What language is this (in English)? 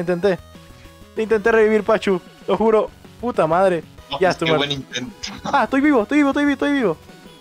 Spanish